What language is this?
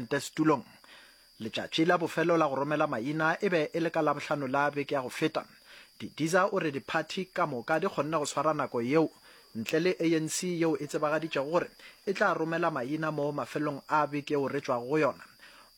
Northern Sotho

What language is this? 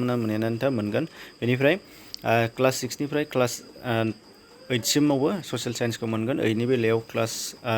Bodo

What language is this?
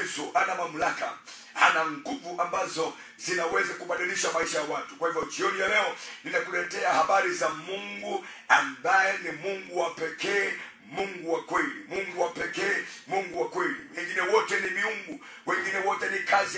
Swahili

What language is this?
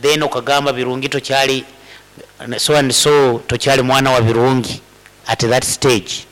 Nyankole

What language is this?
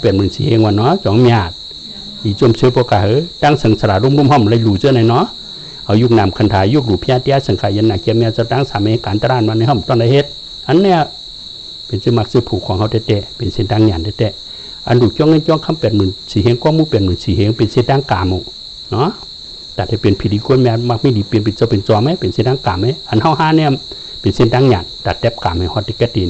Shan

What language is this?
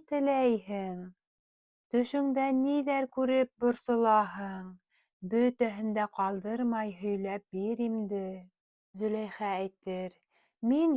Bashkir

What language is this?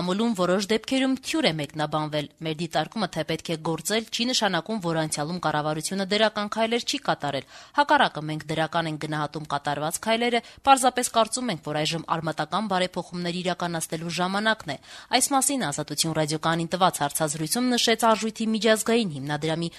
Armenian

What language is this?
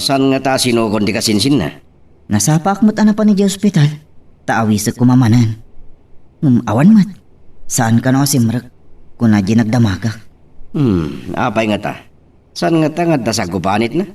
Iloko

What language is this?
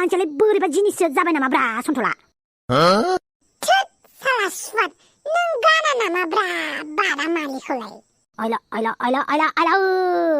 Bodo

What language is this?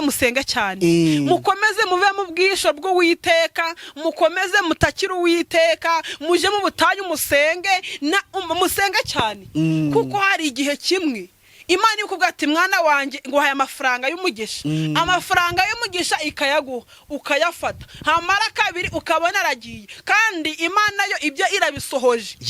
Kinyarwanda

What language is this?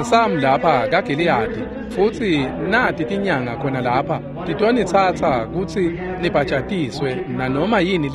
Swati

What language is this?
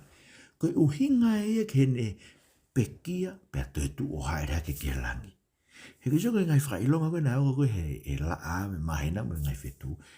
Tongan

